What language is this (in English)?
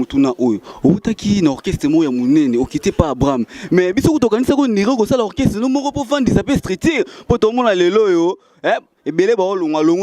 Lingala